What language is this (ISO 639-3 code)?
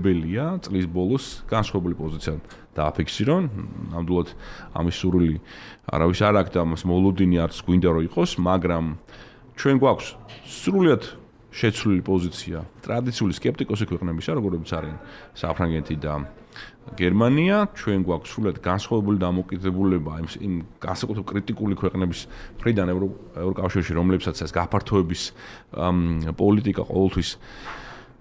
kat